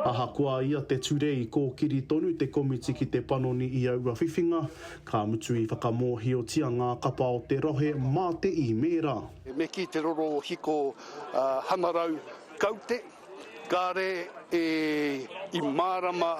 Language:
Māori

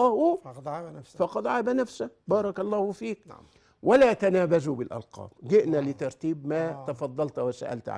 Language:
Egyptian Arabic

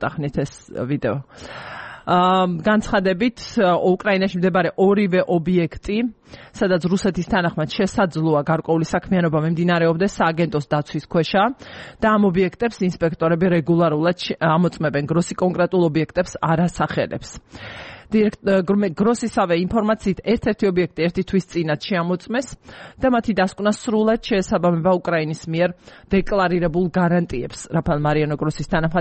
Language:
Georgian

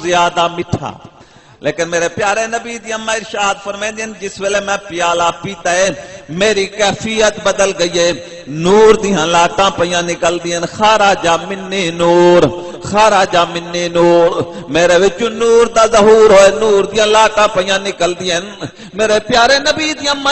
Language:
Saraiki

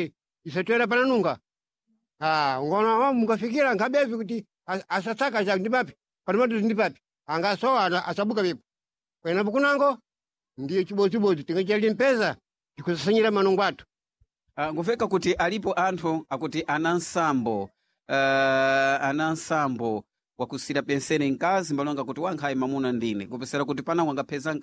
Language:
Sena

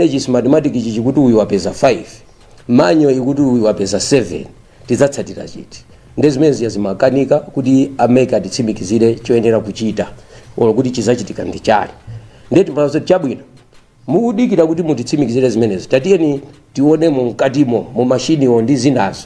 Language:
Nyanja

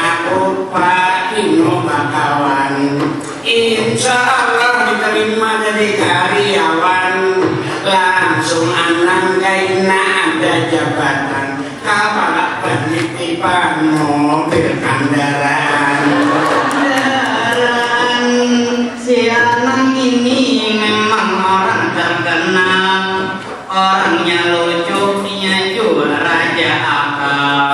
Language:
Banjar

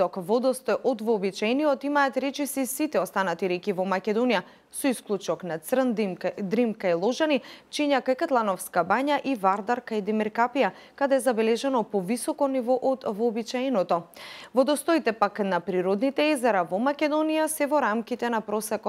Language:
Macedonian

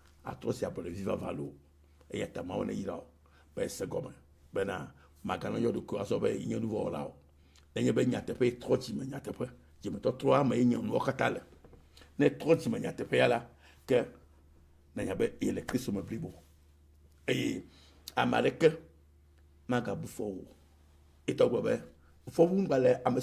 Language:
Ewe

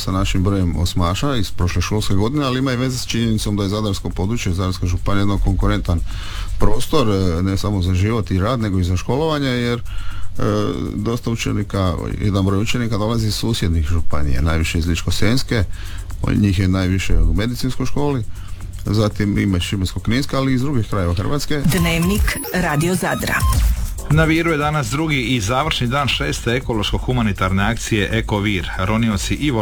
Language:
Croatian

